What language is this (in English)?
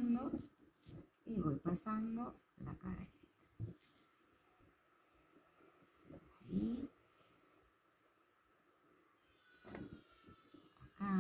Spanish